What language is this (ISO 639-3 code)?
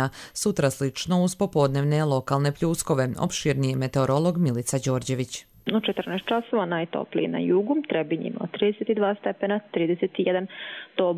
hrv